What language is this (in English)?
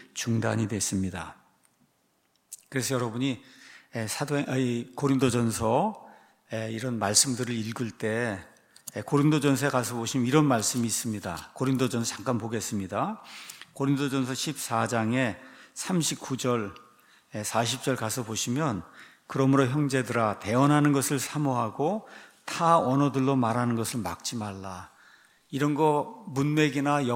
Korean